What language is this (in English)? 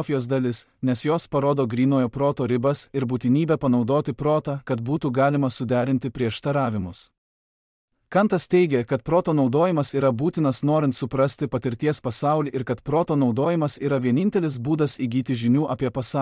Lithuanian